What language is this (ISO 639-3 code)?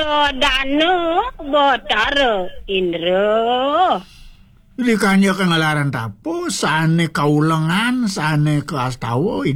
ban